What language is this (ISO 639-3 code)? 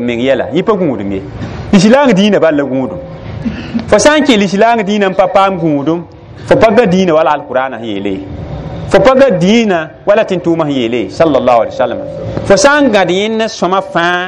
mos